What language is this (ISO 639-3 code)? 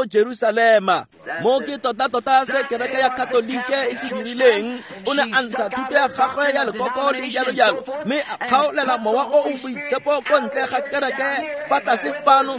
tsn